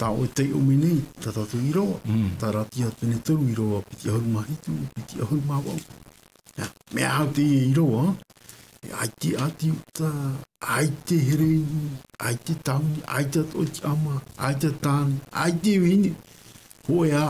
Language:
Tahitian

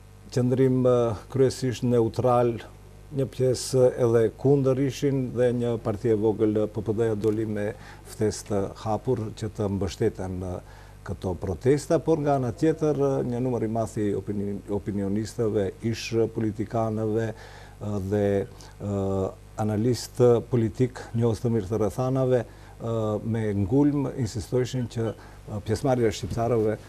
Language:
Albanian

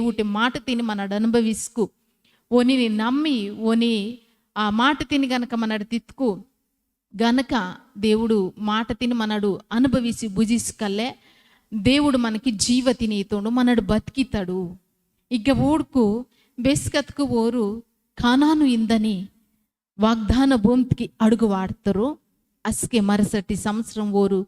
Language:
Koya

